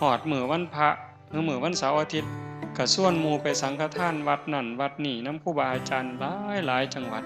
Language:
Northeastern Thai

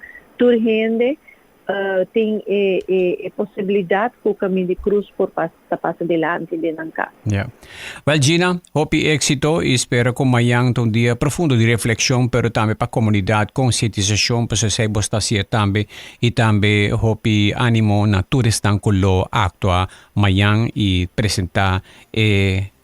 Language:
Papiamento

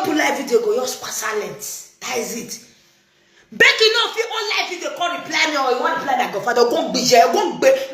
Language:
Nigerian Pidgin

